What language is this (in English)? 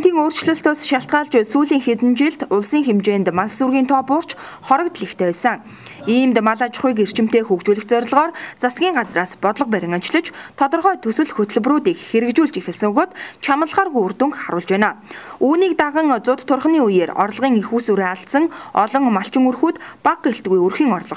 Mongolian